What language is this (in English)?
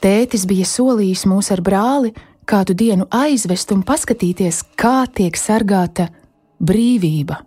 Latvian